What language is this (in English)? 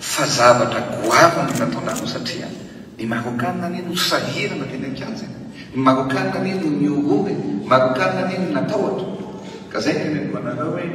Malagasy